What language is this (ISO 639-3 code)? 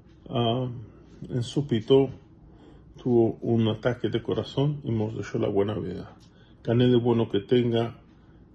lad